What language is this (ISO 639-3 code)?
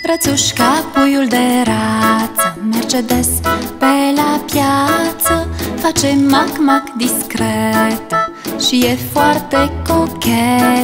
ron